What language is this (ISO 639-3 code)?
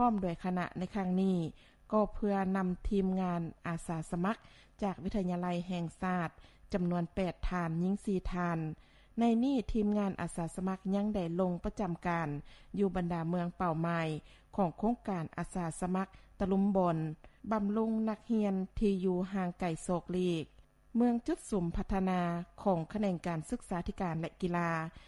lao